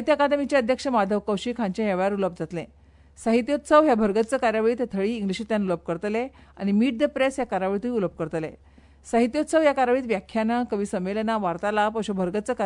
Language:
Konkani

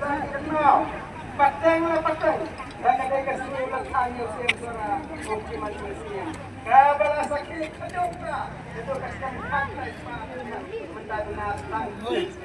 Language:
Khasi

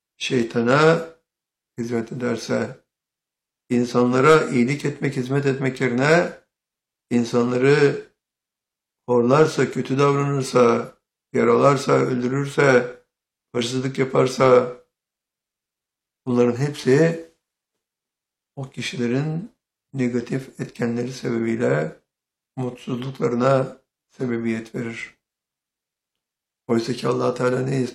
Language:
Turkish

